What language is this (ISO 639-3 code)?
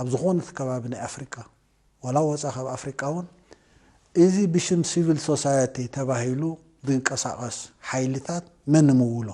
tir